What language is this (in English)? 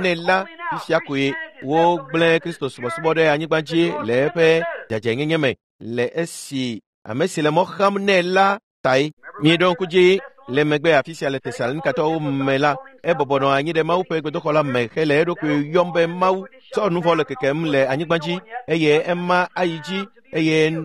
Ewe